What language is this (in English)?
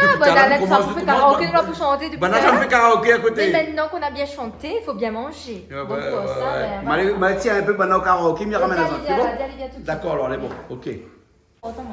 Réunion Creole French